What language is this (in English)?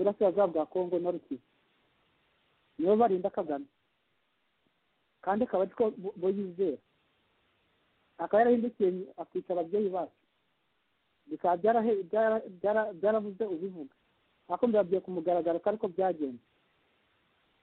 Kinyarwanda